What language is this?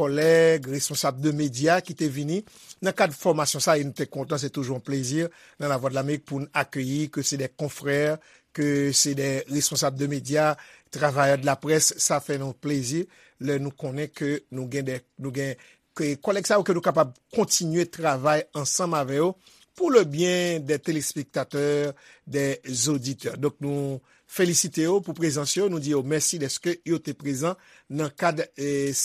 Haitian Creole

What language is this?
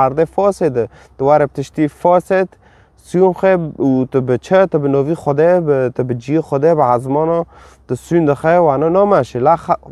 Kurdish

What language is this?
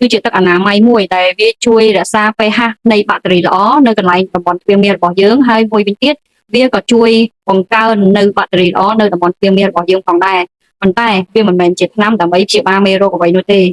Khmer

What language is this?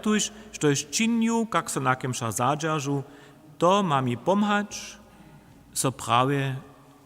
Upper Sorbian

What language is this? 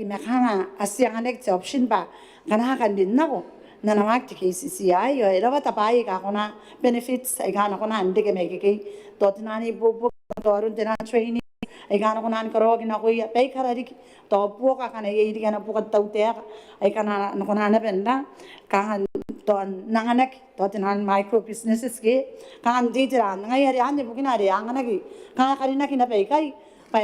Gilbertese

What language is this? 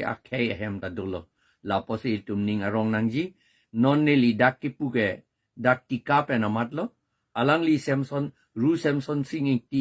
Karbi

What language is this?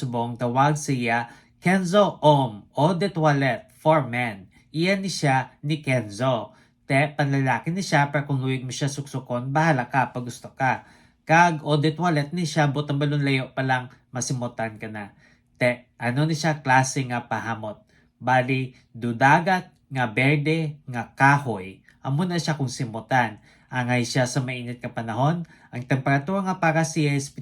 Hiligaynon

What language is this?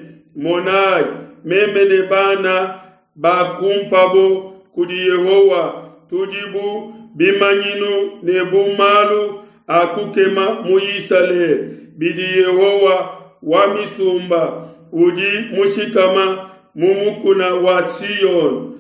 Luba-Lulua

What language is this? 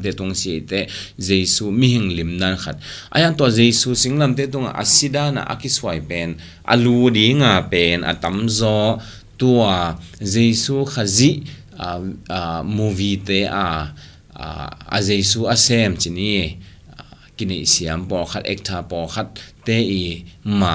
Tedim Chin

